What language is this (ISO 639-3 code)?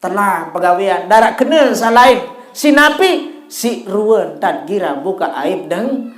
sas